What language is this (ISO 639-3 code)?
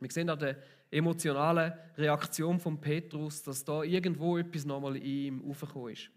gsw